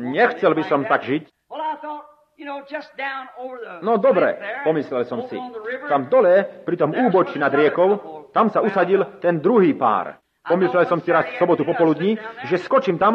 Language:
Slovak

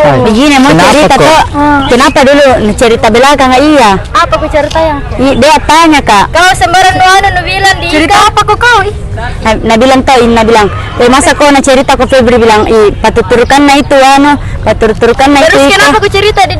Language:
Makassar Malay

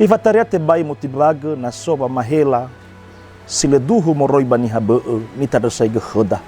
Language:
Nias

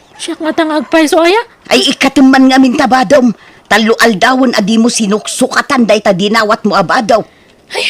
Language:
Iloko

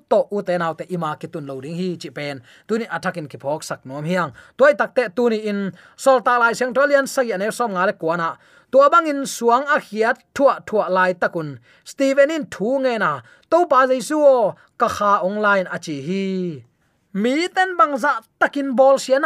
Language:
Tedim Chin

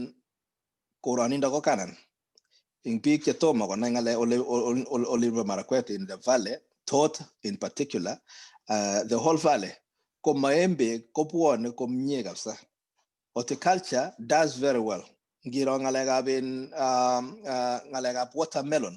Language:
Kalenjin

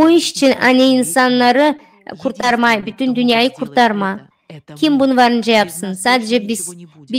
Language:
Gagauz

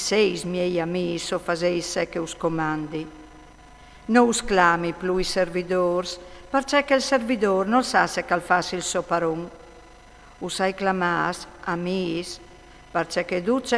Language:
Friulian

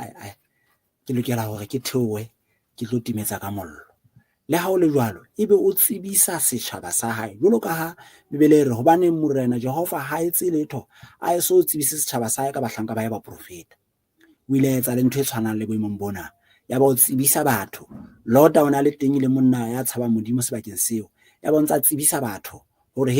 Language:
Southern Sotho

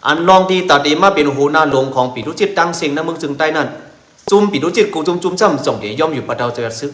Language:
Shan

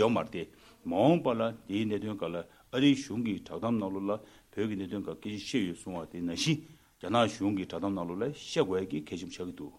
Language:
Tibetan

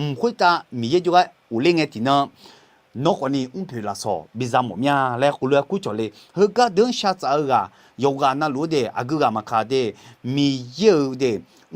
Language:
Akha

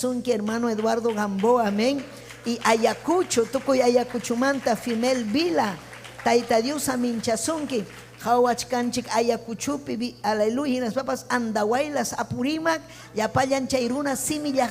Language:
Ayacucho Quechua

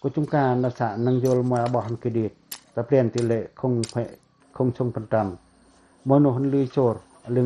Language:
Pacoh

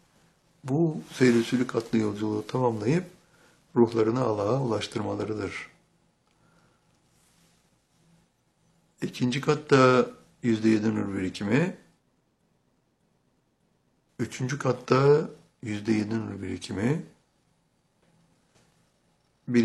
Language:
Turkish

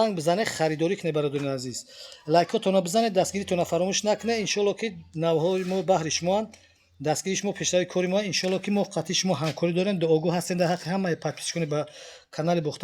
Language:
Tajik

